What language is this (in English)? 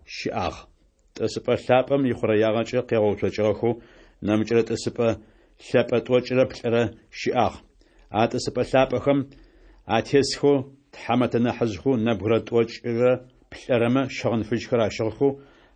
Adyghe